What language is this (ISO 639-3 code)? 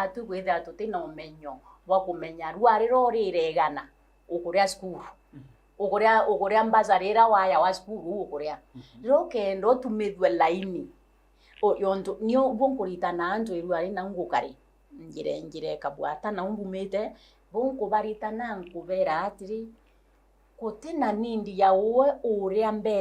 mer